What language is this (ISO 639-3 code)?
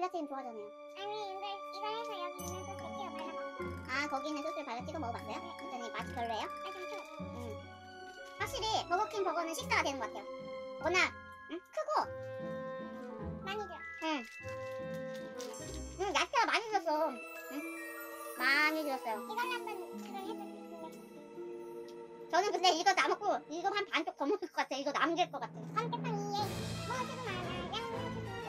kor